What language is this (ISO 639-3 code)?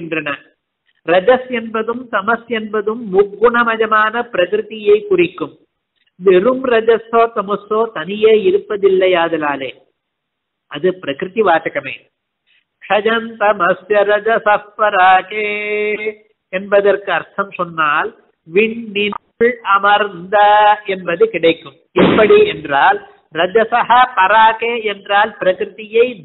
tam